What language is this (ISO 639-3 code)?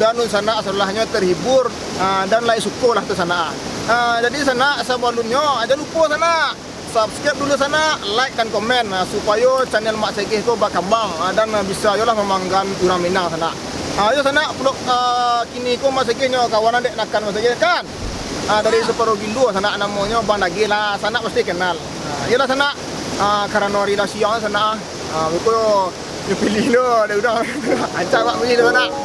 min